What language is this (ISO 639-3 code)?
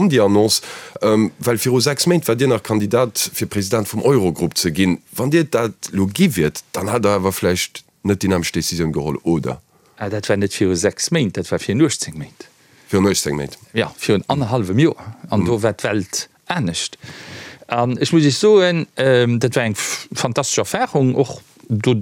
ltz